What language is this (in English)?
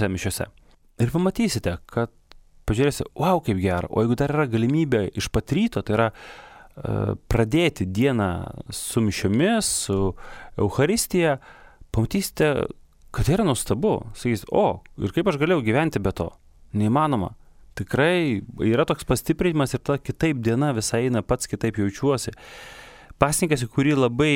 Lithuanian